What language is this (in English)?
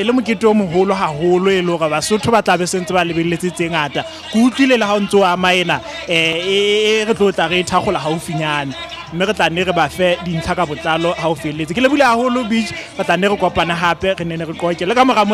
Southern Sotho